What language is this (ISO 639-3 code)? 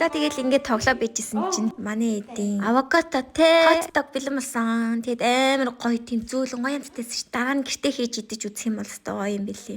mon